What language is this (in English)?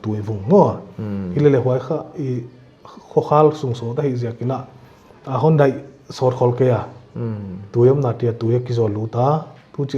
Paite Chin